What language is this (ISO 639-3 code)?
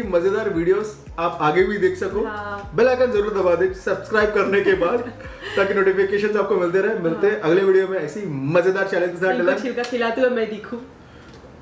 hin